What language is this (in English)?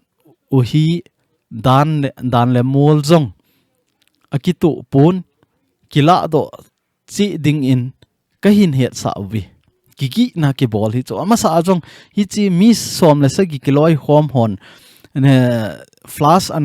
Thado Chin